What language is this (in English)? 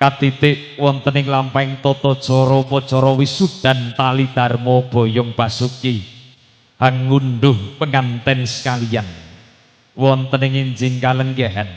Javanese